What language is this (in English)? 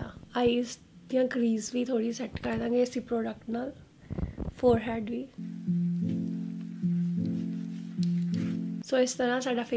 Punjabi